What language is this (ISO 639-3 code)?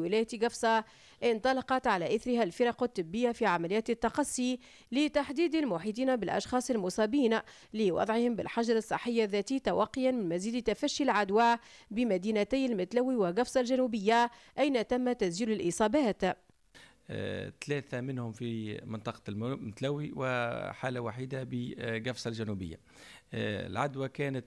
aeb